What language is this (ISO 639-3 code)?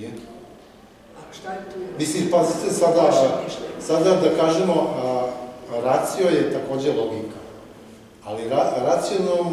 srp